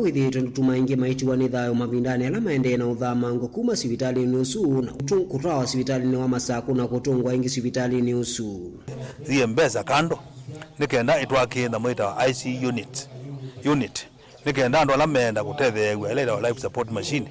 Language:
Kamba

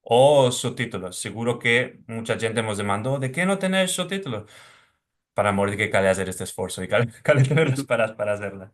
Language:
Ladino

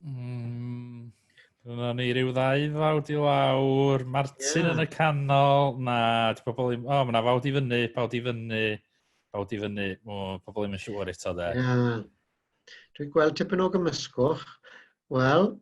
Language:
Welsh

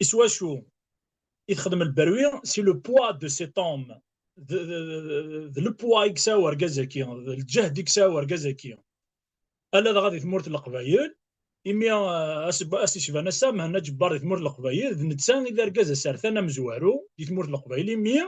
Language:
Kabyle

